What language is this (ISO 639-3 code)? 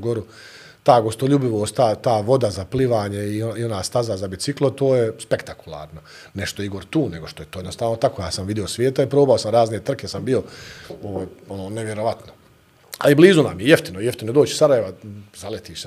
bos